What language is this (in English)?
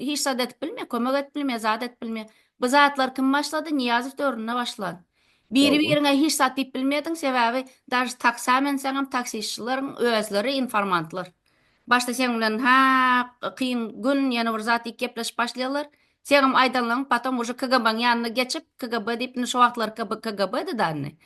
Turkmen